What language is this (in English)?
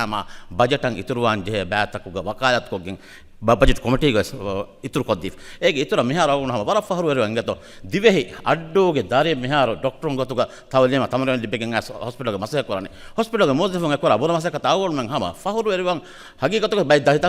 Divehi